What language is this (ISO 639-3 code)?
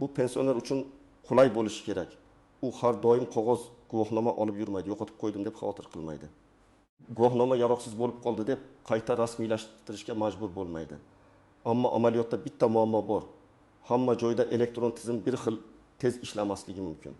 uzb